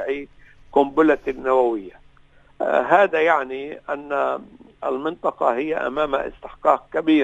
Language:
Arabic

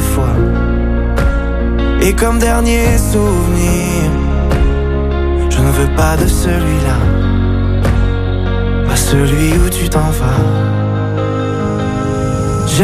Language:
French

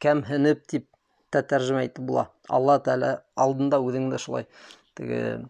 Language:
Bashkir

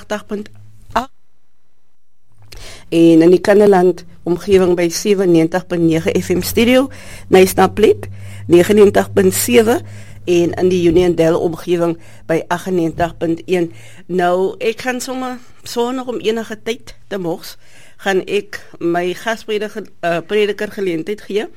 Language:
Afrikaans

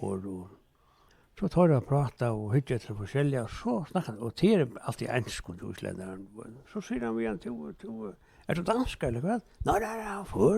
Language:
Faroese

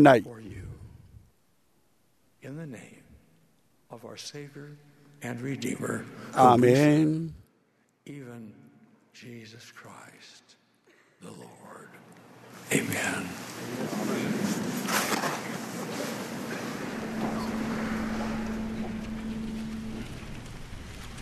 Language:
Burmese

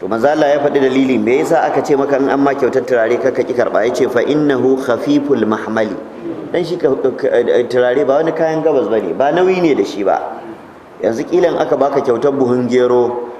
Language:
Hausa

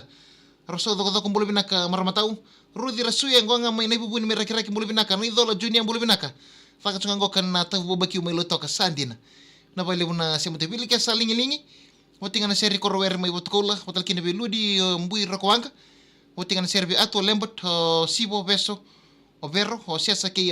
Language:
Fijian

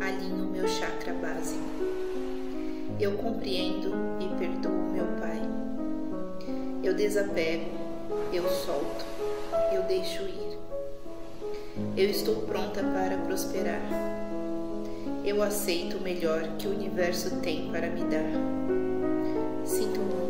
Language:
Portuguese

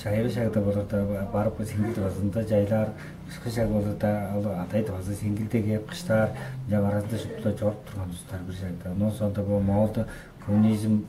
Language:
Tuvinian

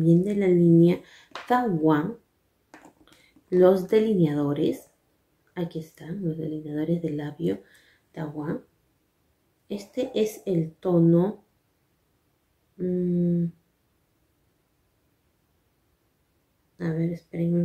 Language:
Spanish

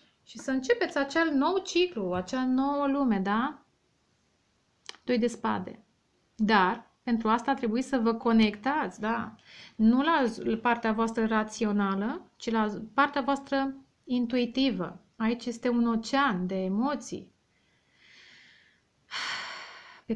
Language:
Romanian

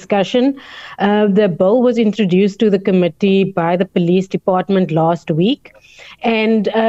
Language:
English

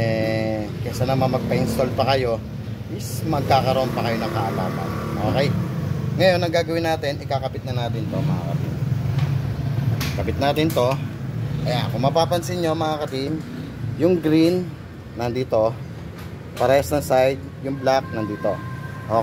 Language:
Filipino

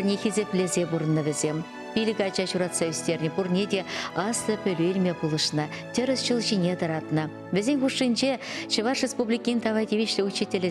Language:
Chuvash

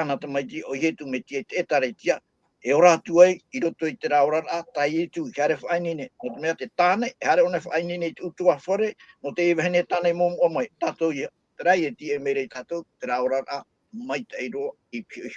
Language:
Tahitian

